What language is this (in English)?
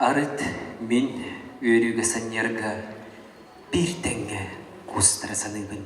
Yakut